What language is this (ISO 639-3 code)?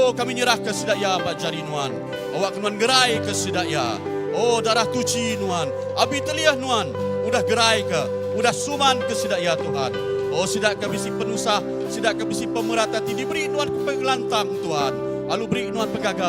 iba